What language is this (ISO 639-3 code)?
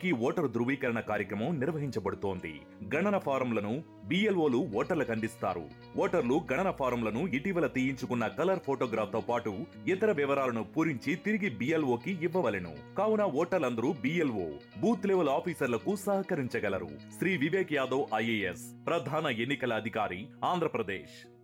tel